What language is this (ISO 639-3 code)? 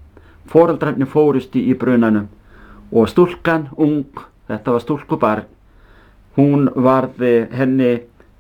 isl